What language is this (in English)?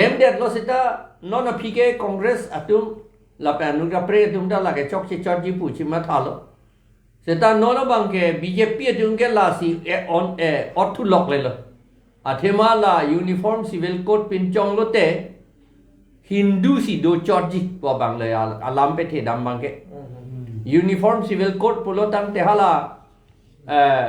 Karbi